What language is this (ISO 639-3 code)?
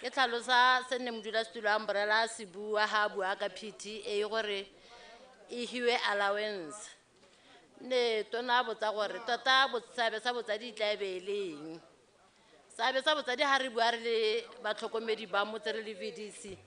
tsn